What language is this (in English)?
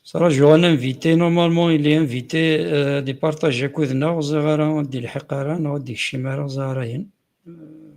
Kabyle